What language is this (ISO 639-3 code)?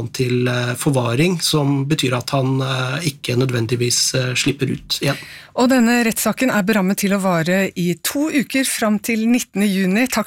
nor